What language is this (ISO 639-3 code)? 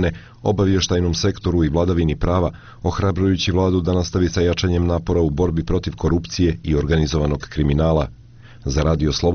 bos